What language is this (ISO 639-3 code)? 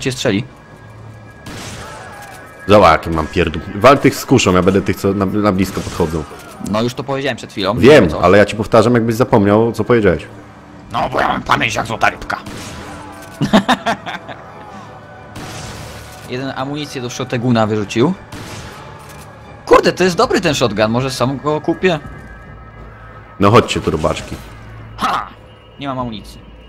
pol